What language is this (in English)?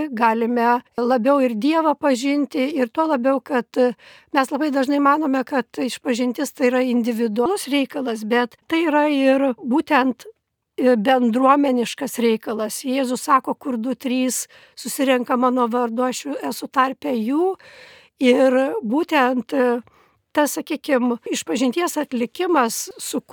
Lithuanian